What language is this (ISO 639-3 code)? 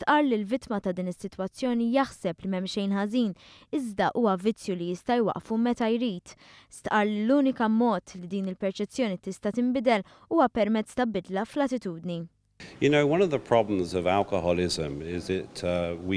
mlt